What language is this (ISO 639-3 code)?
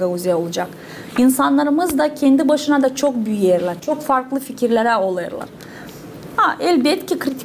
gag